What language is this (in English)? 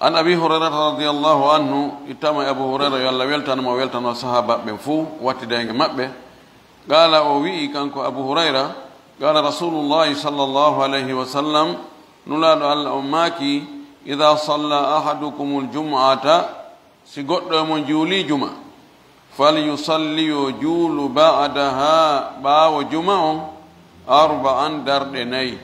Fula